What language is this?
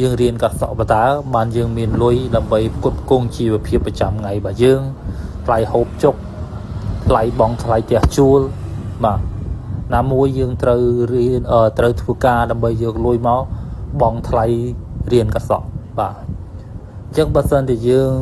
Khmer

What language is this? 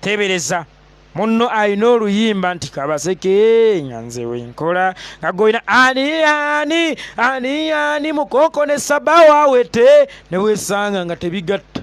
Ganda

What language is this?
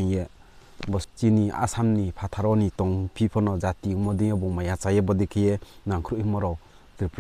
Riang (India)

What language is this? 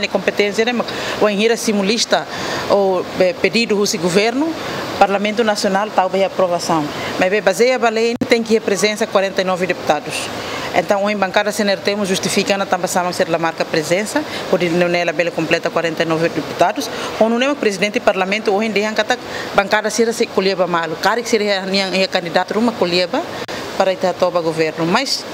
Tetum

